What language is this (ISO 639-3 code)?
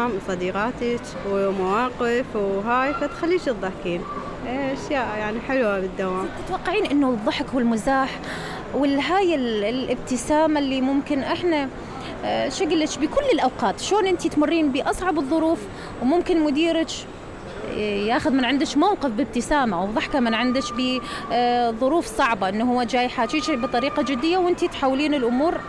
acm